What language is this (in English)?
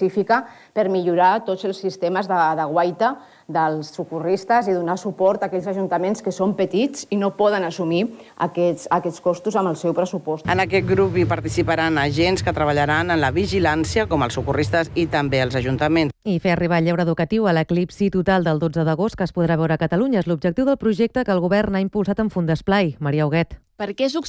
Catalan